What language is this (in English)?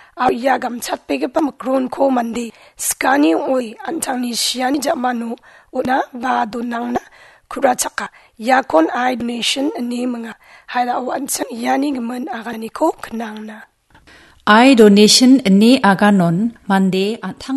Garo